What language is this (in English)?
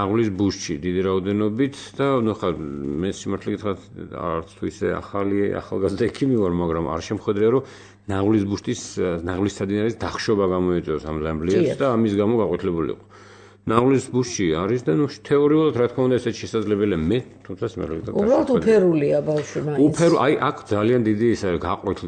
Georgian